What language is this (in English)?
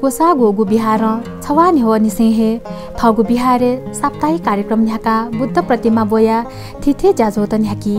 Newari